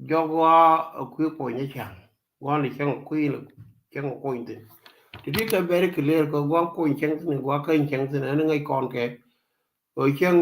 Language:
Nuer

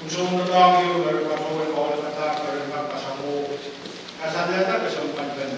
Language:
Pohnpeian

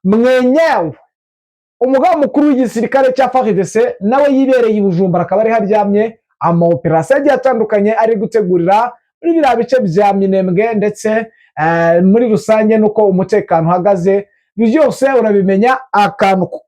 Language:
Kinyarwanda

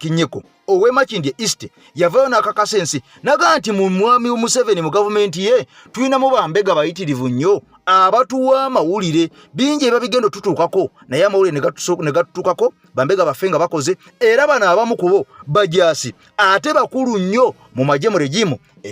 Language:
Ganda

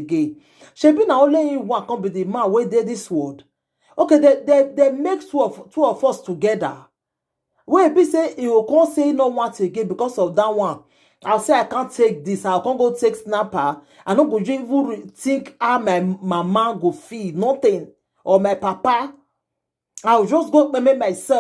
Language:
Nigerian Pidgin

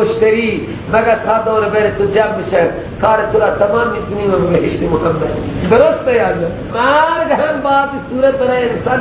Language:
Persian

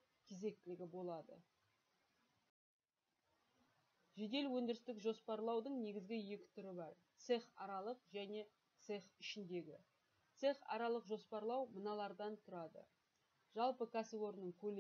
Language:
Kazakh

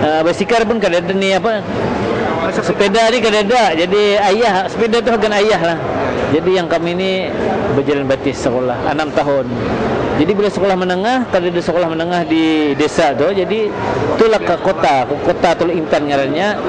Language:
Banjar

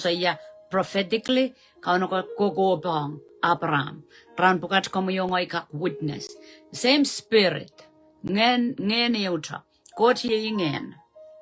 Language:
Pohnpeian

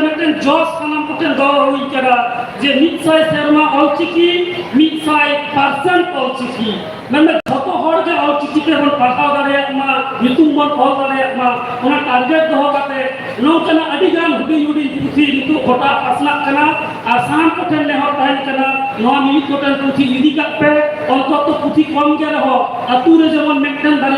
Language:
Santali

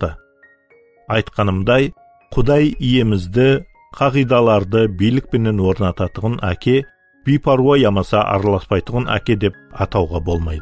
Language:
Kara-Kalpak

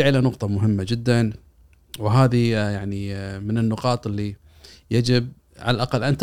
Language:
Gulf Arabic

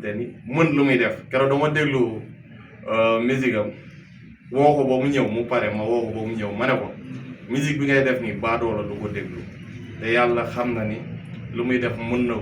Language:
Wolof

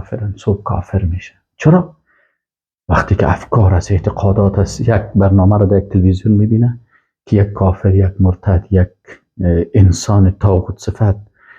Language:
Persian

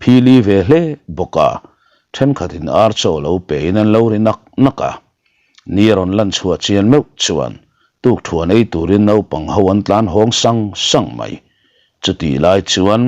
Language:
Mizo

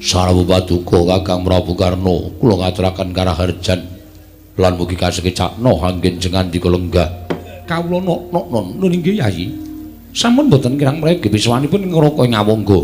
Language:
Javanese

